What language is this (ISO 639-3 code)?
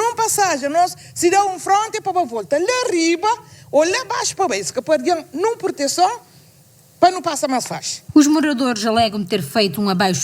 kea